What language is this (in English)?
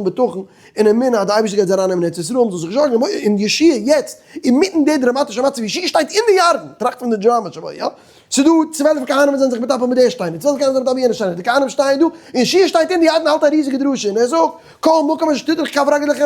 Yiddish